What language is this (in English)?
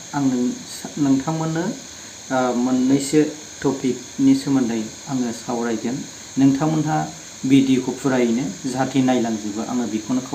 Bodo